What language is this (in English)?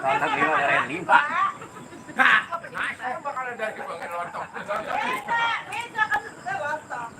Betawi